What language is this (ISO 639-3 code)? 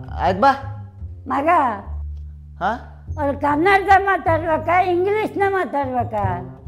kan